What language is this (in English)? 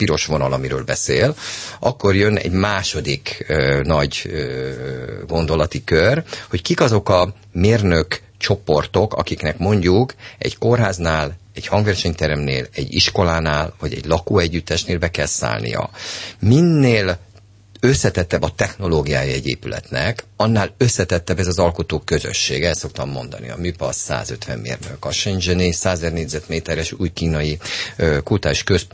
Hungarian